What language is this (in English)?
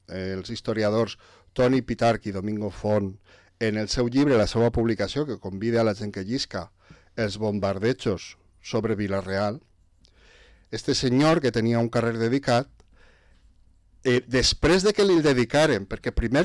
Catalan